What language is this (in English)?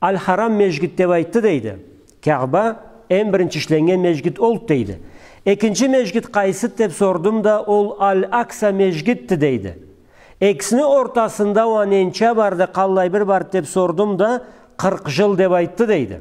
Karachay-Balkar